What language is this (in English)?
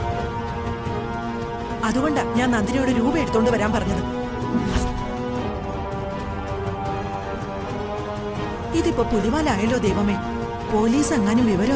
Malayalam